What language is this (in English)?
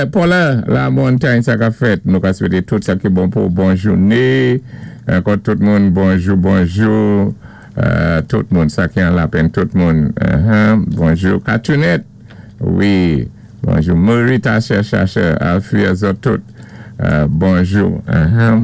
Saint Lucian Creole French